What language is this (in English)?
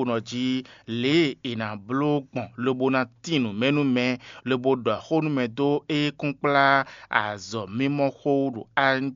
Fon